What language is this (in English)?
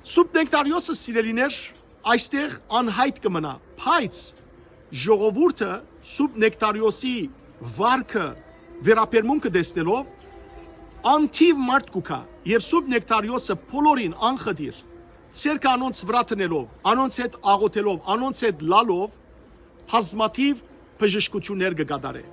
Western Armenian